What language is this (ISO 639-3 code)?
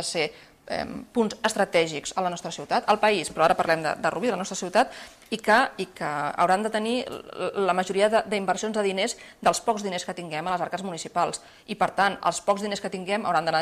cat